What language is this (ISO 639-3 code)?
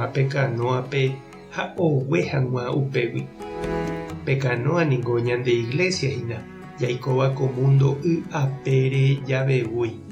grn